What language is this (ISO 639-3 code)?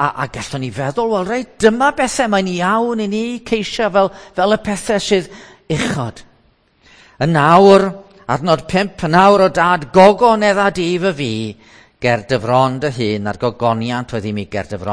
cym